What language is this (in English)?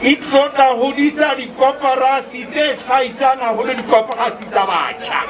Southern Sotho